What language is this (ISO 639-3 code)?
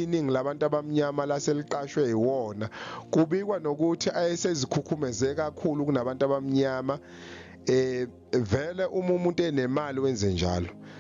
zul